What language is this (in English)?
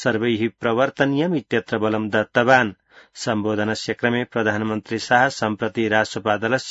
Sanskrit